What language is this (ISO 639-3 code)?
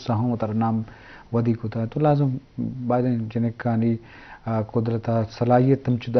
bal